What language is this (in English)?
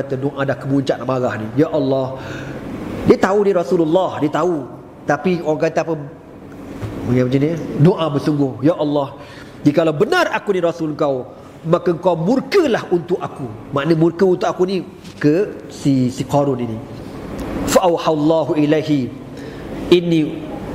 Malay